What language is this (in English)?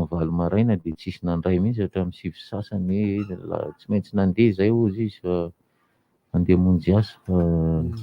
Malagasy